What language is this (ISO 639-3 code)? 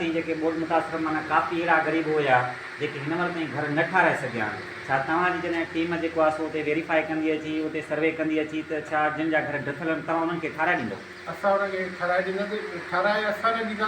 snd